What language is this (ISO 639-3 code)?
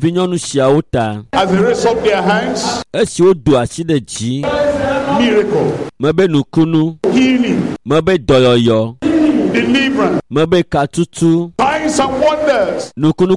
ewe